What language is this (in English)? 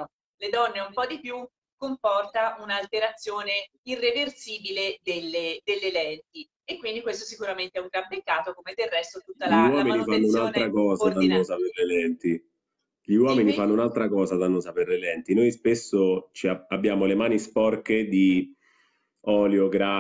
Italian